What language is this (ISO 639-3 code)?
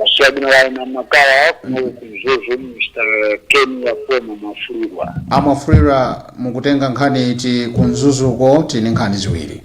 nya